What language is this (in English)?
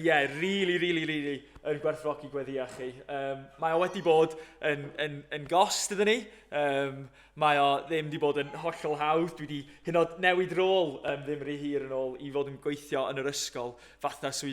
Welsh